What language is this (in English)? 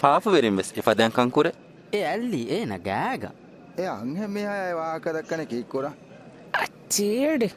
Divehi